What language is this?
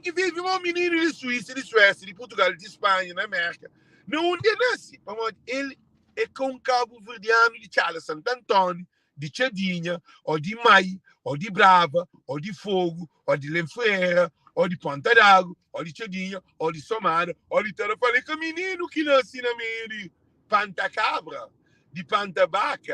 Kabuverdianu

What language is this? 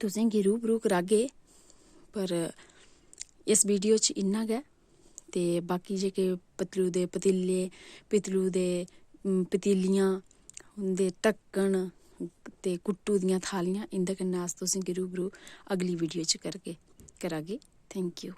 Dogri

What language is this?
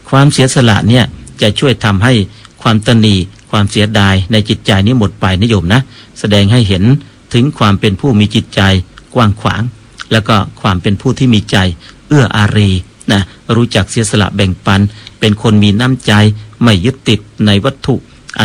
Thai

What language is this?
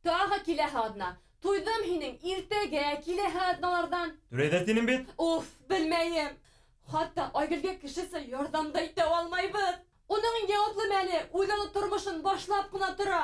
Bashkir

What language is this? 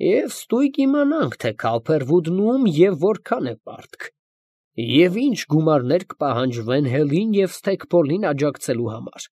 Armenian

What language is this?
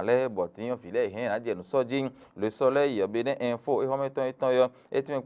Fon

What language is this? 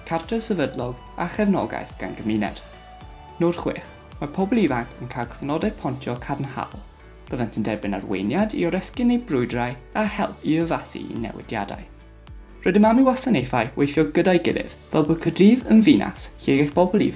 Welsh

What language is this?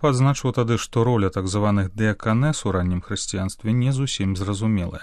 Belarusian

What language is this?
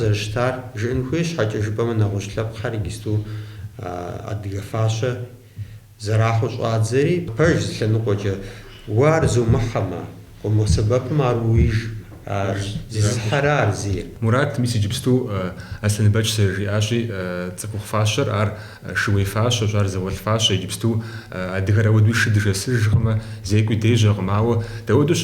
Kabardian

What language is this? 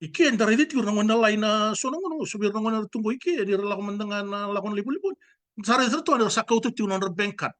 Fijian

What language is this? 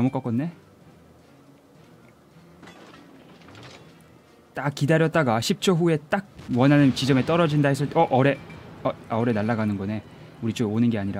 Korean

